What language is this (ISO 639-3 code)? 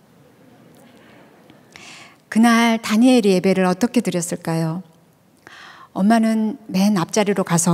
kor